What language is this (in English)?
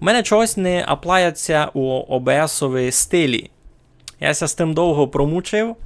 Rusyn